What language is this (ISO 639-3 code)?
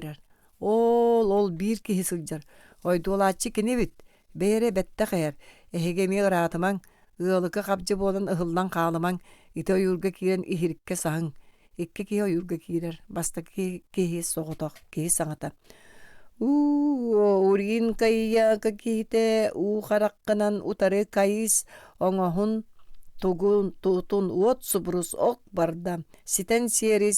sah